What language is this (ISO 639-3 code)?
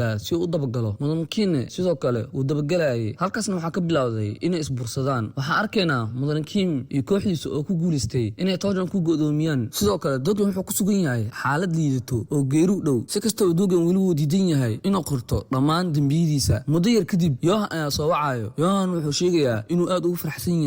som